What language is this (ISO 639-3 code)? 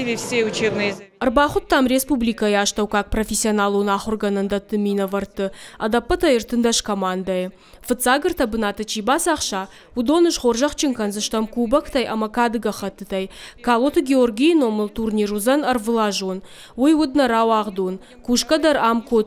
oss